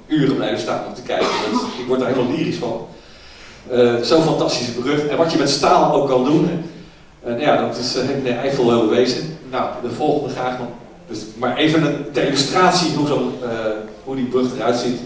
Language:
Dutch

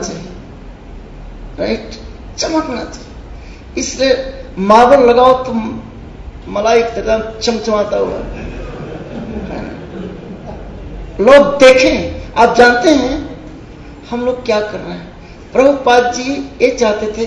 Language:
Hindi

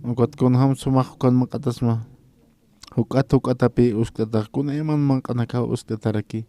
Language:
Aymara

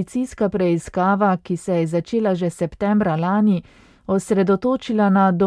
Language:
Slovenian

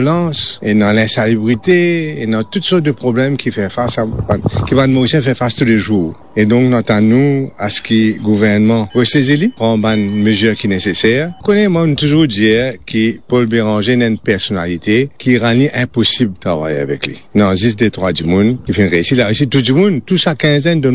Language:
Morisyen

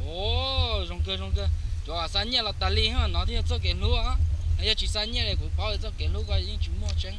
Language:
Hmong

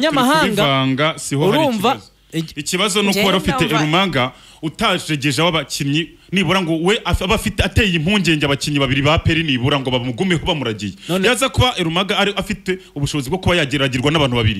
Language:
Kinyarwanda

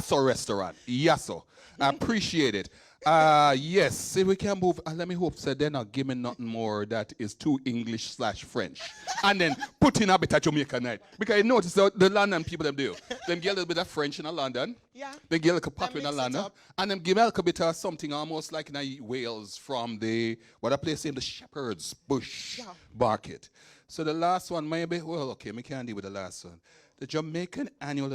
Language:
Jamaican Creole English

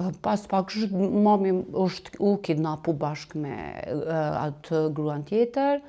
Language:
Albanian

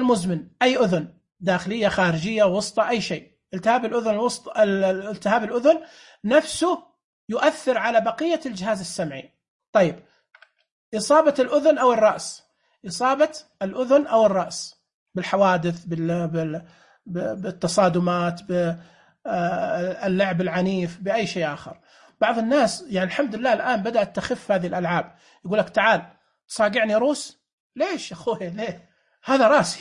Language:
Najdi Arabic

